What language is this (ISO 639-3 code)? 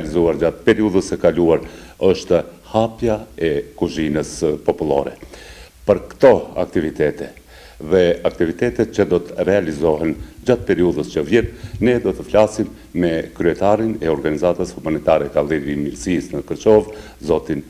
sqi